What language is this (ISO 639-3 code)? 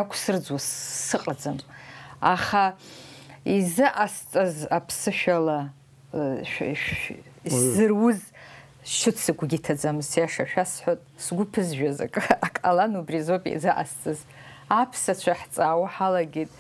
abk